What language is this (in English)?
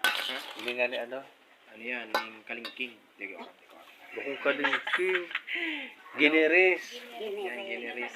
Bikol